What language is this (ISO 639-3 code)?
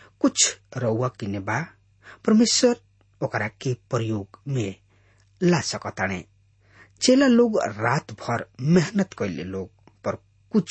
bho